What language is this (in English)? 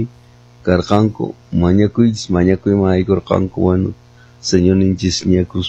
Quechua